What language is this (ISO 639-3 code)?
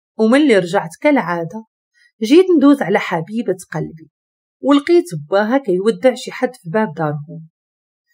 ary